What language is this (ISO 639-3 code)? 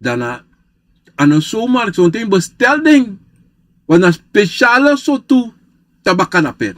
srn